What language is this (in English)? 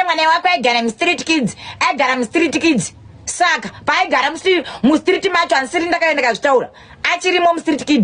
Shona